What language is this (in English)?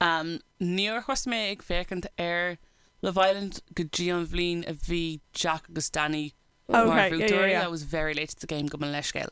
Irish